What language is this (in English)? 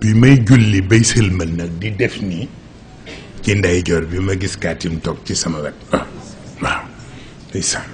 Wolof